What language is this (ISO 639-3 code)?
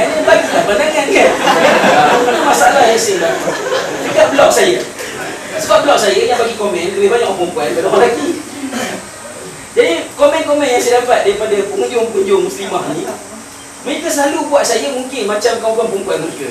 msa